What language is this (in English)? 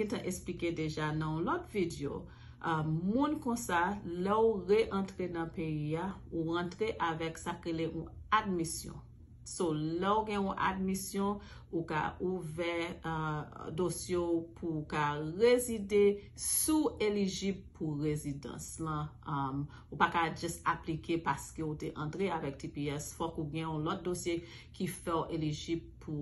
Haitian Creole